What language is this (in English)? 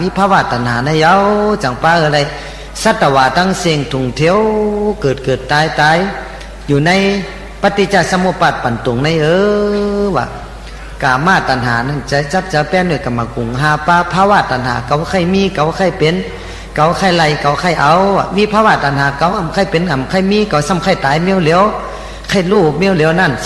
Shan